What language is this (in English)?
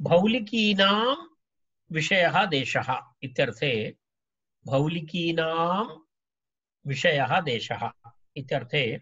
Sanskrit